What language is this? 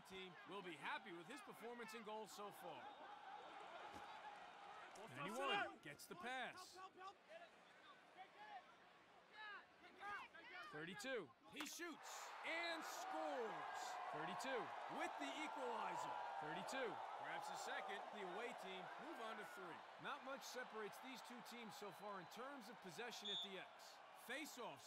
English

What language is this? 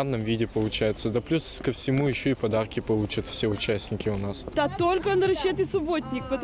Udmurt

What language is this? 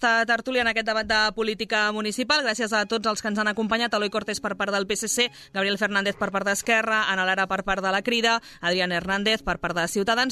Catalan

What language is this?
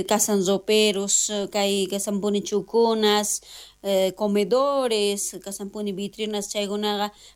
South Bolivian Quechua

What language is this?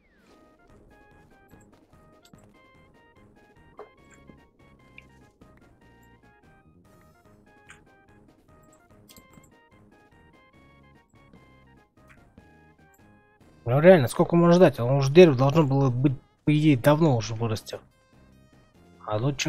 Russian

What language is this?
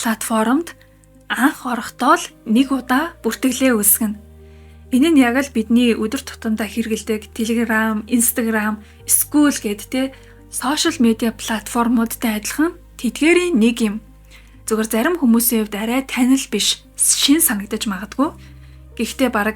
Mongolian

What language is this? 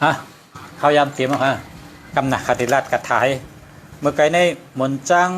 Shan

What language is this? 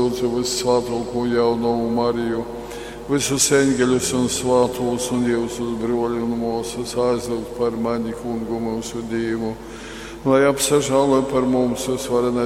Latgalian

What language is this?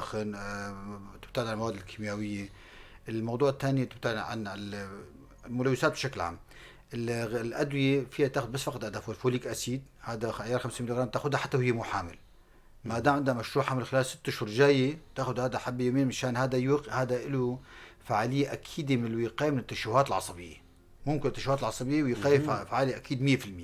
North Levantine Arabic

